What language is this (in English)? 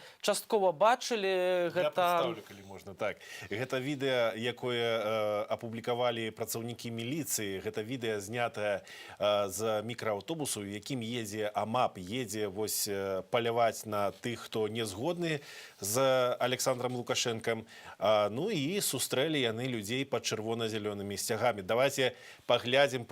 Belarusian